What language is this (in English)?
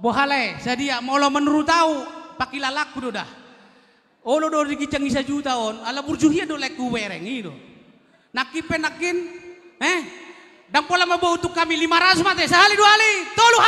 Batak Toba